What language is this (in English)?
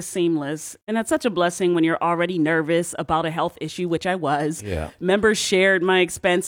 English